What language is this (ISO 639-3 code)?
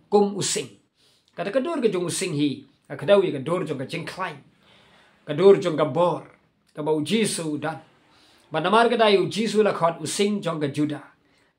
kha